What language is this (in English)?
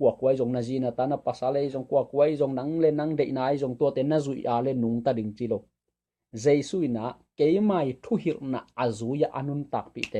Tedim Chin